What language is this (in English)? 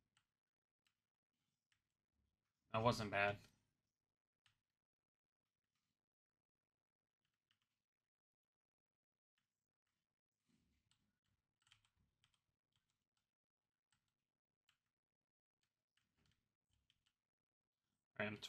English